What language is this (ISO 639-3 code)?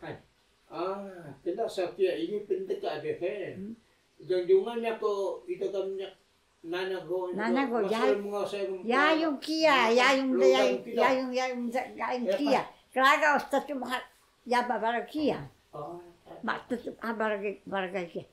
trv